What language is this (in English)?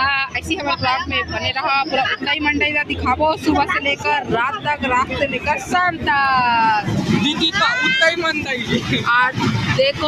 Chhattisgarhi